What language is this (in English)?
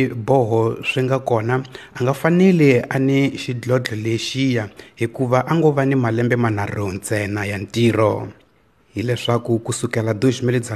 Tsonga